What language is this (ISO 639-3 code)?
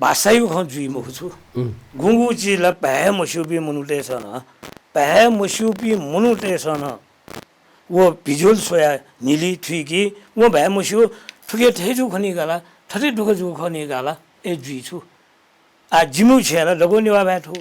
new